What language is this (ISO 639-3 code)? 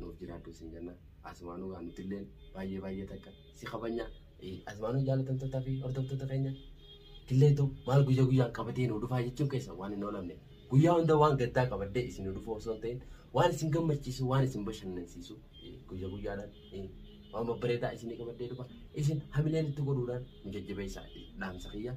orm